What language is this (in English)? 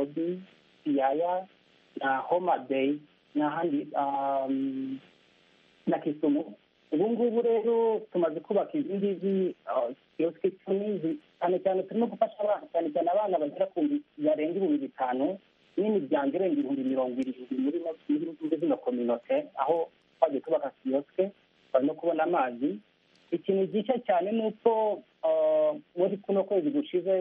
Kinyarwanda